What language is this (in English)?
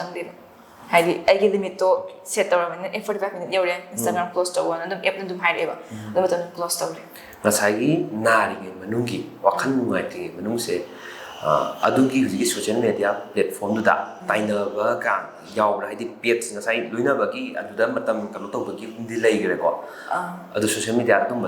Manipuri